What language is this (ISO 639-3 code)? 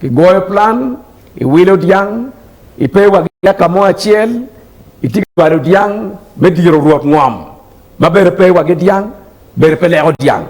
ach